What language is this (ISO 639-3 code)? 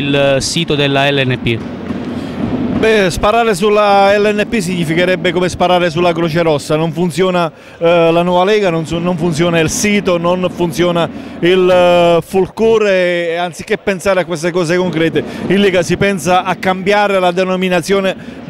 ita